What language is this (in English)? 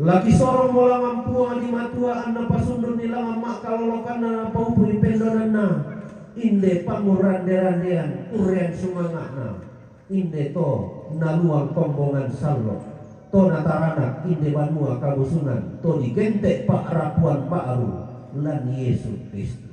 Toraja-Sa'dan